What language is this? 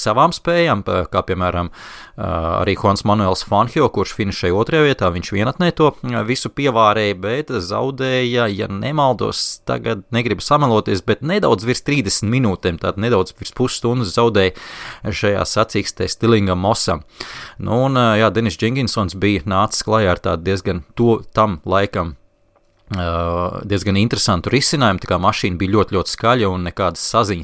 Latvian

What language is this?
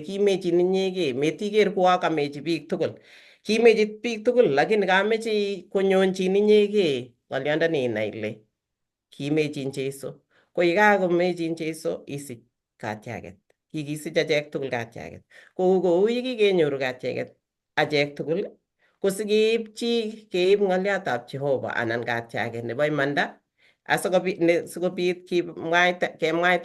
Kalenjin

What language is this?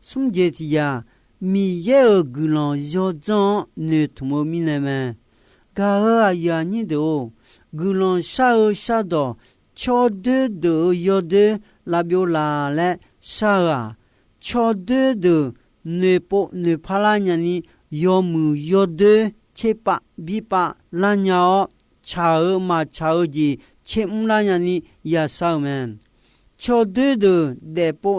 Akha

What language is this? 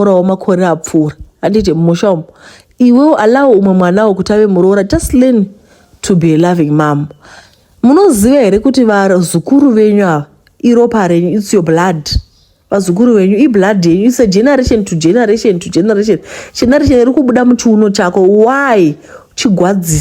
Shona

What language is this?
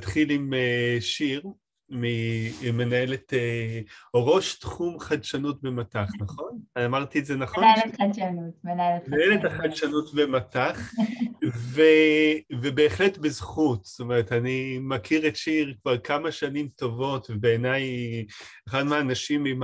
Hebrew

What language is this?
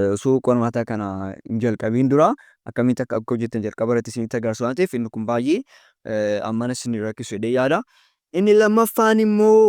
Oromo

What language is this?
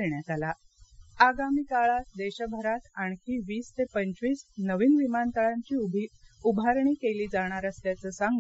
Marathi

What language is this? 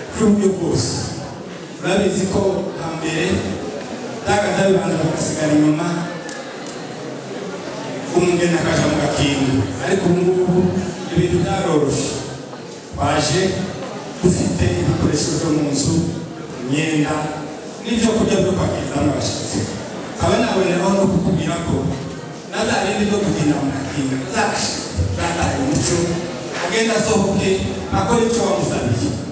Kinyarwanda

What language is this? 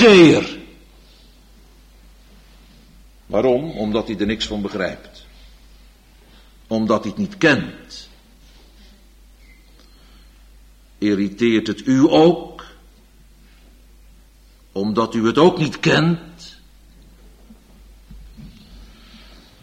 Dutch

